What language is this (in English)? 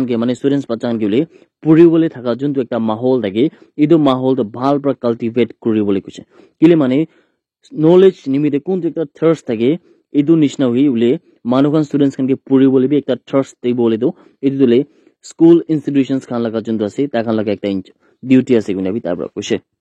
Naga Pidgin